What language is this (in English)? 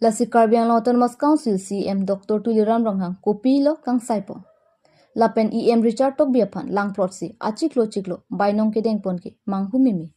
Karbi